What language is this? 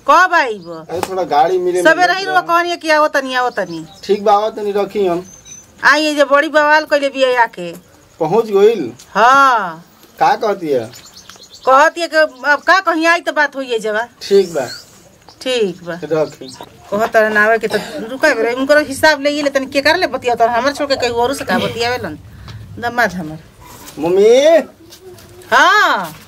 Bhojpuri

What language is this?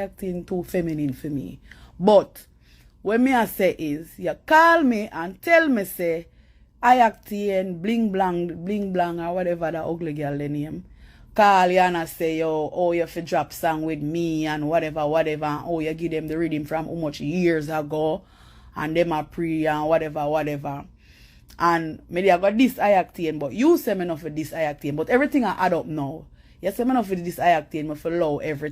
Jamaican Creole English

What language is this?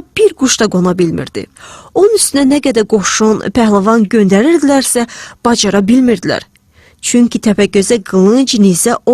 Azerbaijani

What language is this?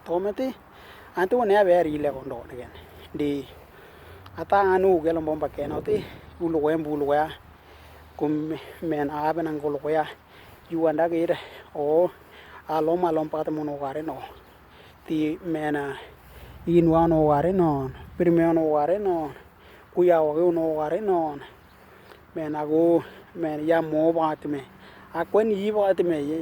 Western Dani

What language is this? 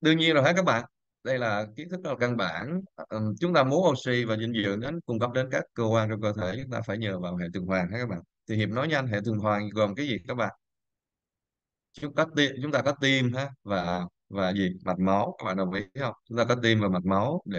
Vietnamese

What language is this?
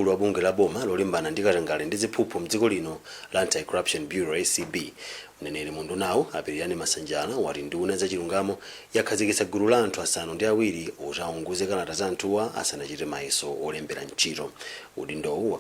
Nyanja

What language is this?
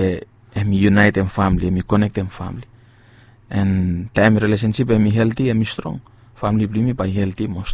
Bislama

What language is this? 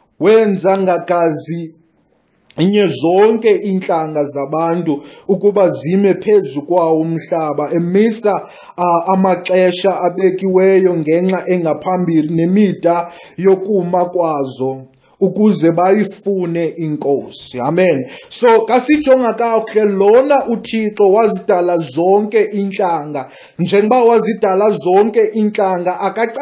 Xhosa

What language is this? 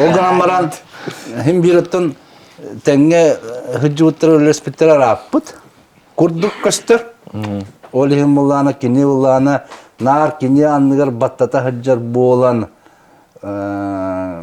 Yakut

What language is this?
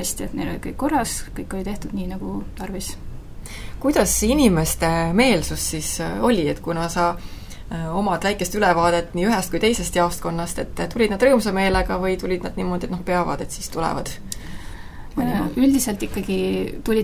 Estonian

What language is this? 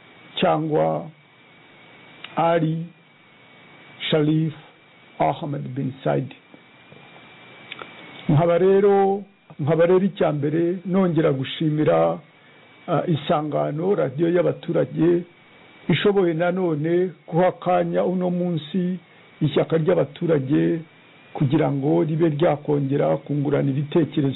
Kinyarwanda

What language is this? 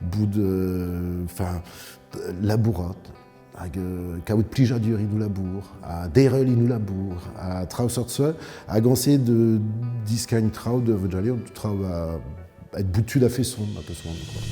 Breton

